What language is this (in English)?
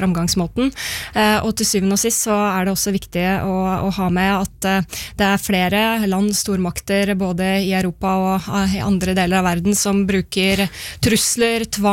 Norwegian